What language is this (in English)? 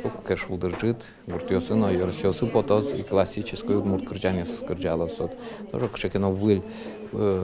Udmurt